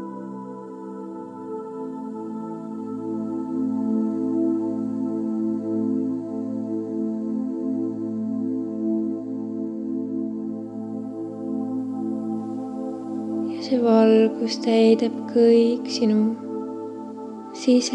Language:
Estonian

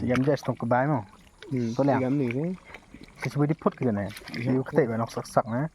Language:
Khasi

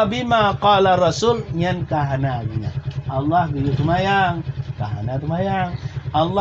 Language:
Achinese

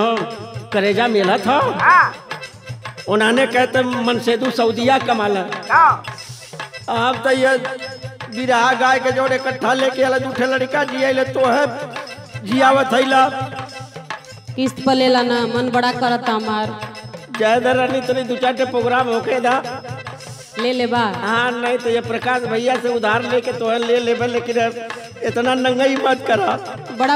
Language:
Bhojpuri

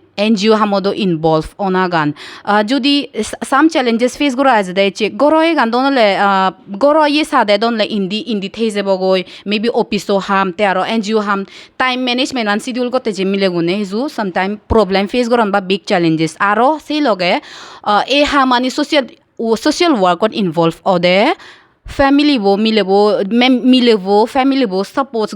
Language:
Chakma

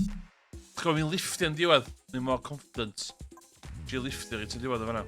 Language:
Welsh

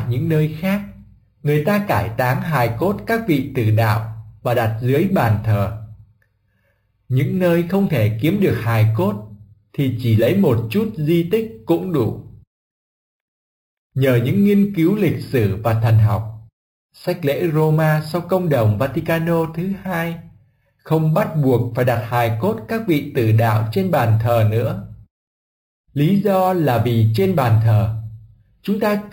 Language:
Vietnamese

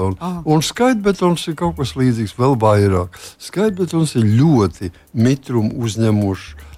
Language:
Latvian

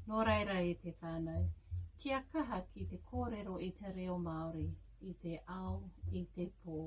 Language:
Māori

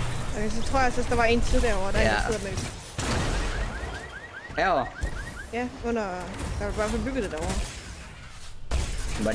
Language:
Danish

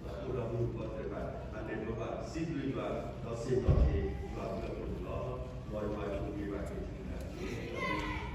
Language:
S'gaw Karen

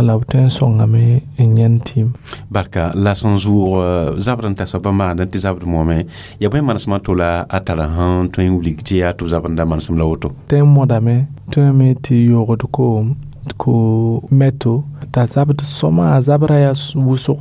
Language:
Mossi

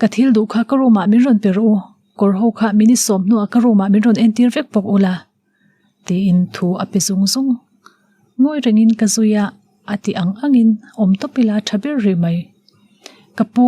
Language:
Mizo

